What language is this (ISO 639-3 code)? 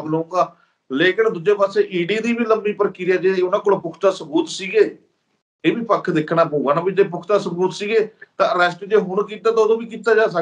pan